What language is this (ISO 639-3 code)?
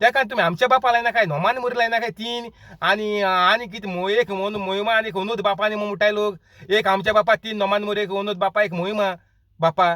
kok